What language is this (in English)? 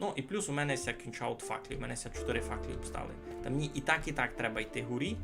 Rusyn